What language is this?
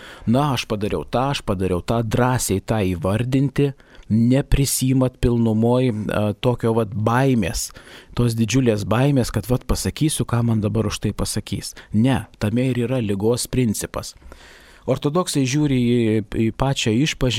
Lithuanian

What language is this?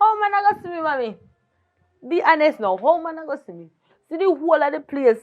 Jamaican Creole English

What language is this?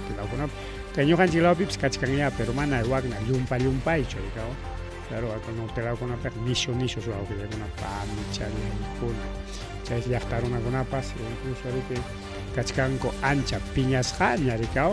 Ayacucho Quechua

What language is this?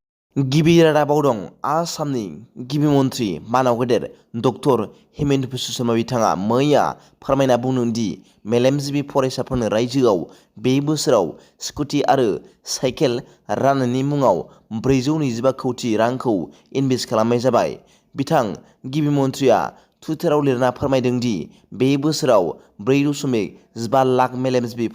Bodo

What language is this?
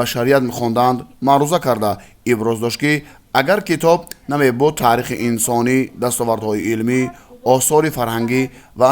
Tajik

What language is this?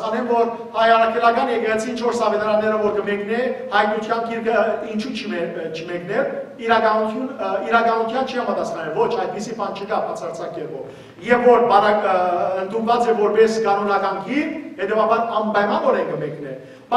Western Armenian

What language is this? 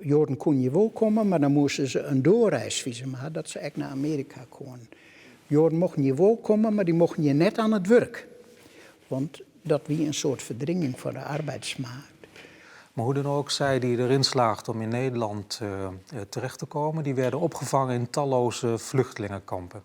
Western Frisian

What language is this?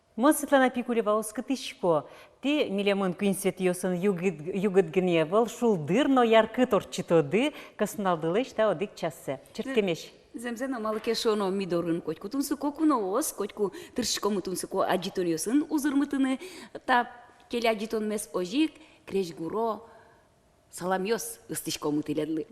Udmurt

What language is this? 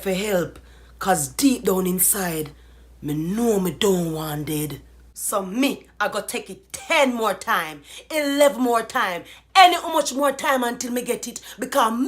Jamaican Creole English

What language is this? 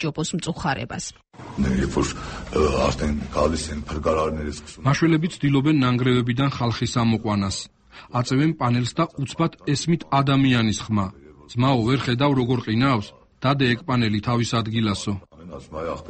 Georgian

